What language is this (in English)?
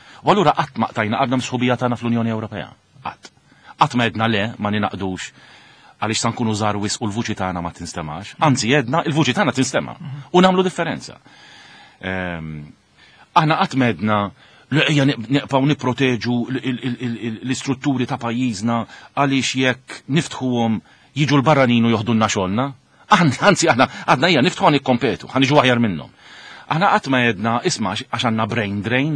Maltese